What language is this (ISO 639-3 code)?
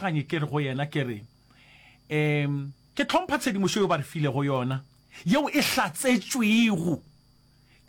nso